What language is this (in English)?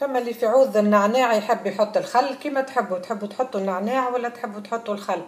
Tunisian Arabic